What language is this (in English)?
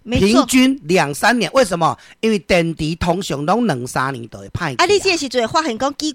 Min Nan Chinese